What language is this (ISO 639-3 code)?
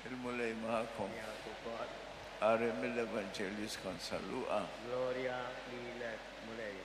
mlt